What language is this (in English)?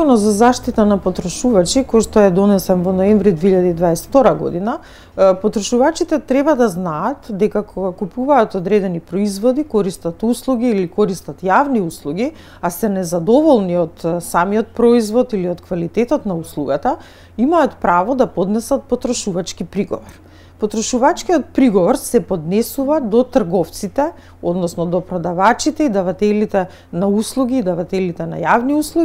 Macedonian